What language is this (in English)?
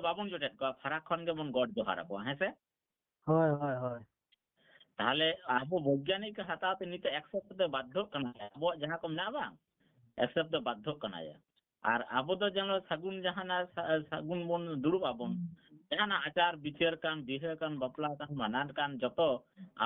Santali